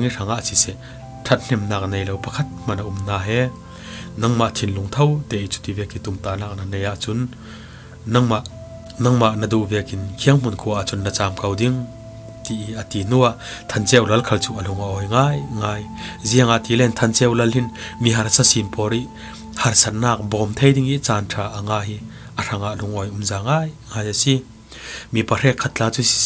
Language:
Falam Chin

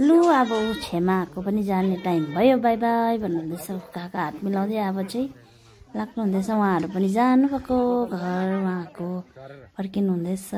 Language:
Nepali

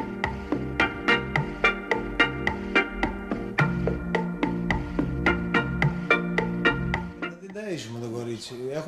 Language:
Greek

